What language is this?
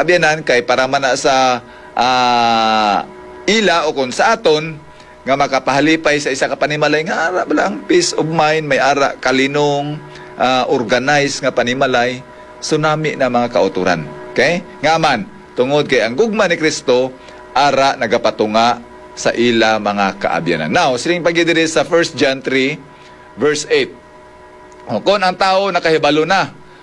Hiligaynon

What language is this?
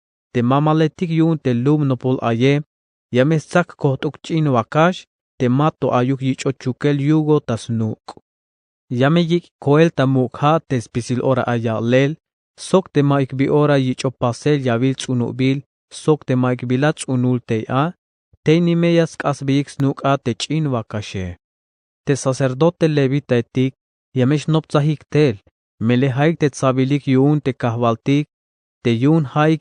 Tzeltal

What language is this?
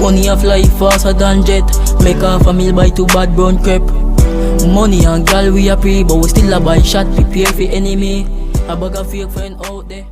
Jamaican Creole English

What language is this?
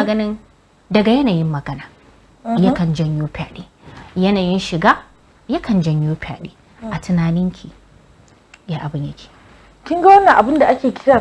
Hausa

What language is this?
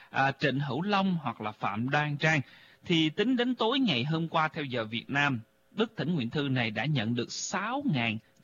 Vietnamese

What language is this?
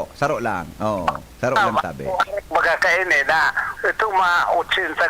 Bikol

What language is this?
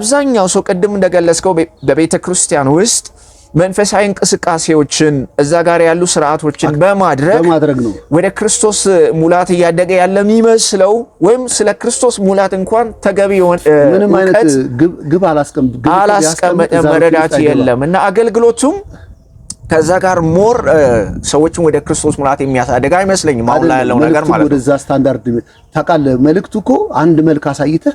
Amharic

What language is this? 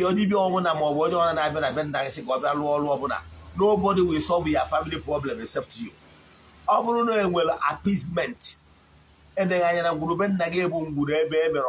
Igbo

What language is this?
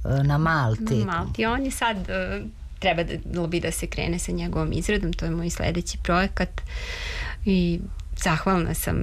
Serbian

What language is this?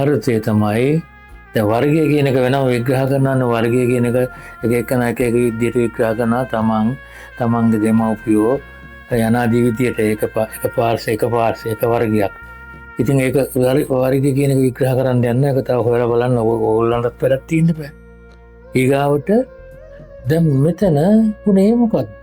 Sinhala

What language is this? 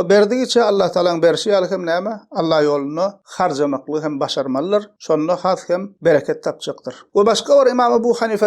Turkmen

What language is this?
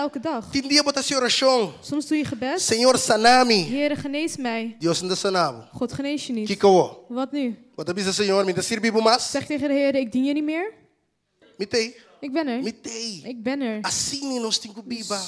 Papiamento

